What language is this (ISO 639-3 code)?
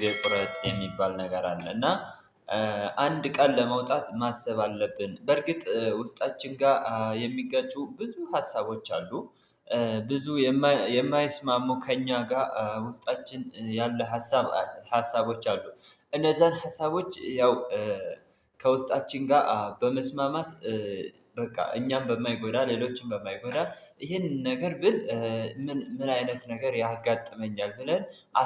amh